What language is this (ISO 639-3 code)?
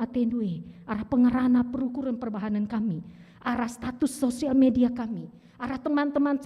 btx